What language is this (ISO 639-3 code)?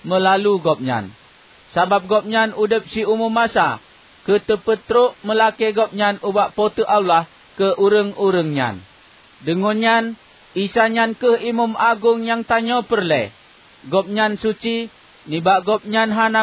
ace